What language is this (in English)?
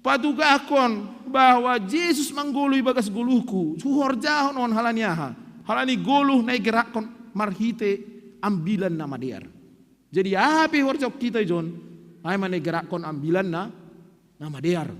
Batak Simalungun